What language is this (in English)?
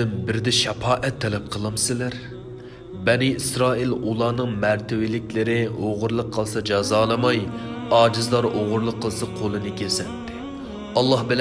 Uyghur